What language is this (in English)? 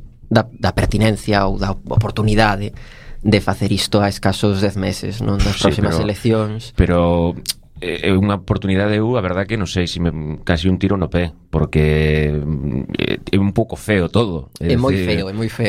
Galician